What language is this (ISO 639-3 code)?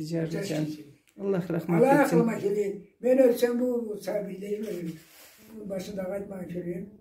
krc